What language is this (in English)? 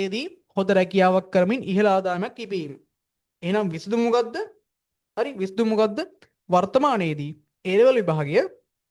Sinhala